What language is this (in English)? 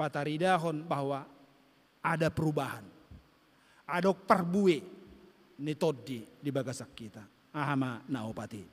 Batak Toba